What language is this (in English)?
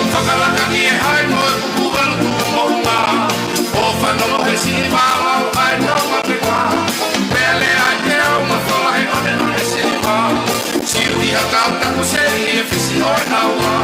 Tongan